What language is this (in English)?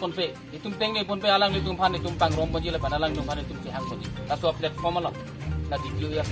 Karbi